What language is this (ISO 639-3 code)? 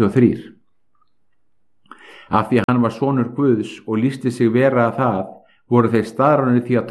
isl